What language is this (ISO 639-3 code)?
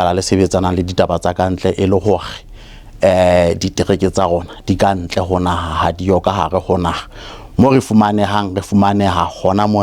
sot